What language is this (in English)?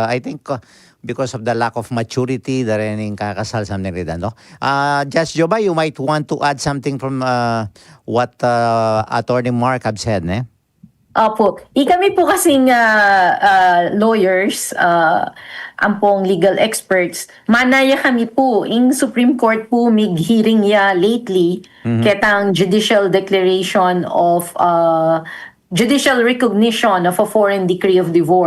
Pampanga